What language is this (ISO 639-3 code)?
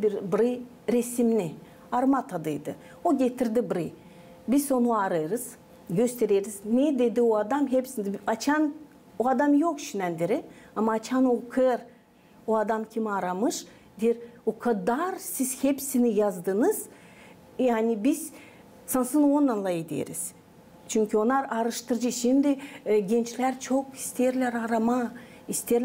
gag